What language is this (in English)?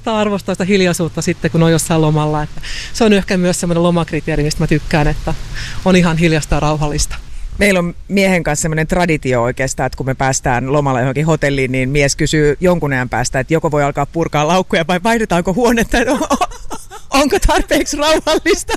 Finnish